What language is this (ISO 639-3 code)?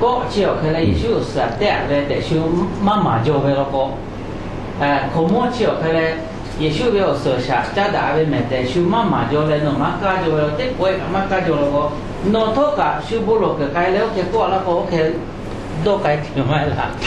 lhu